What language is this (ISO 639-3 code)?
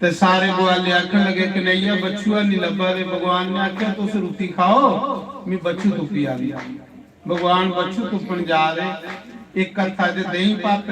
doi